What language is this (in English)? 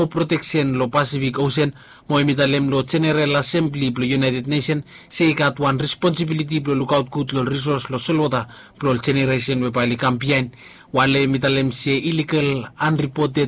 Bislama